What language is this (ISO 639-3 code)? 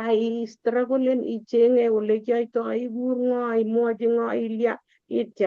kln